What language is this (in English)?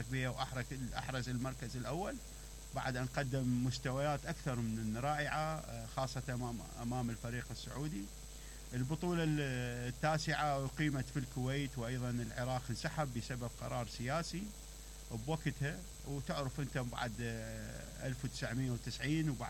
Mesopotamian Arabic